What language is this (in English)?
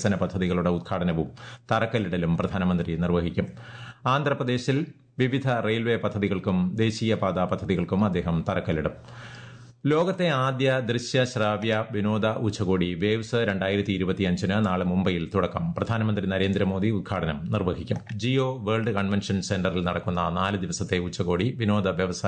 Malayalam